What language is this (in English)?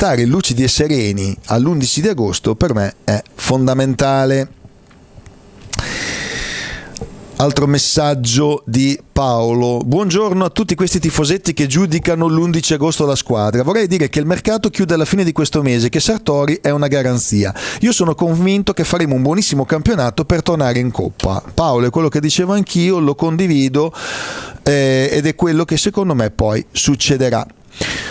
Italian